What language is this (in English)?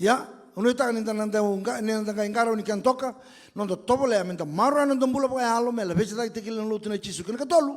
Fijian